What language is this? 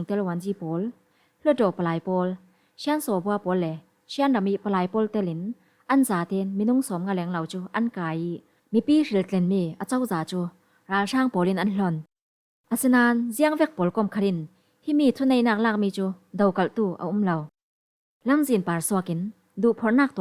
Falam Chin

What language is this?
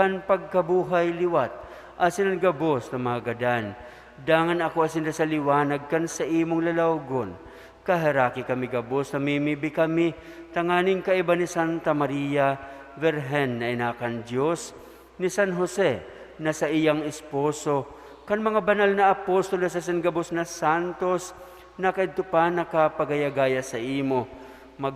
Bikol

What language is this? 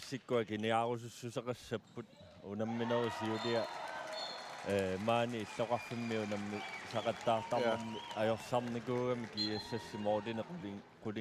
Kalaallisut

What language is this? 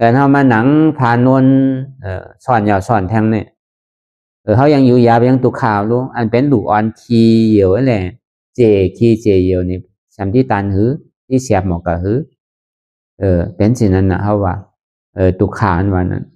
Shan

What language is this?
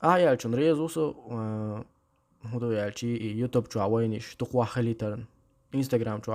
Chechen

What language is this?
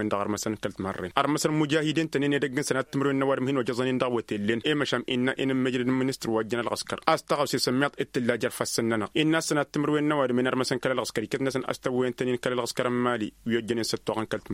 Tamasheq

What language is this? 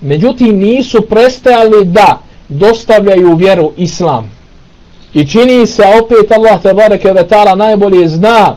Bosnian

